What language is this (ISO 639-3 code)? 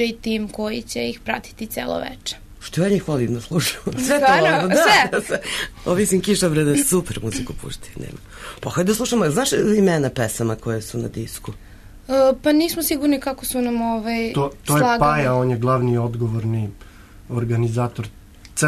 srp